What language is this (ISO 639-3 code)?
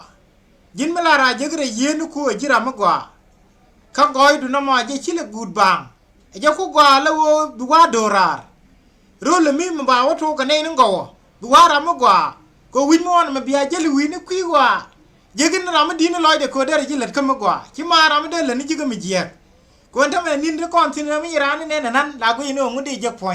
nus